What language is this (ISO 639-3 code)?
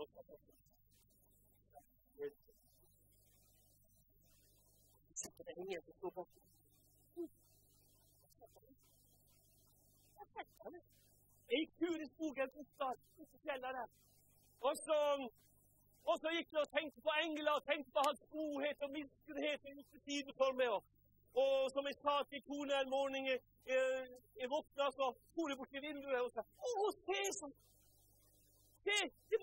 nor